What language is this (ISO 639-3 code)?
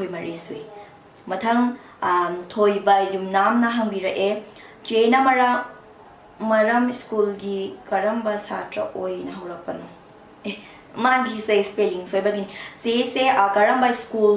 mni